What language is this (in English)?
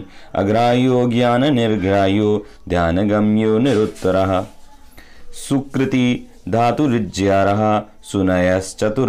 Sanskrit